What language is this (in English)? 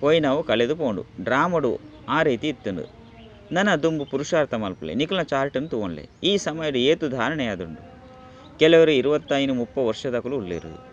Tulu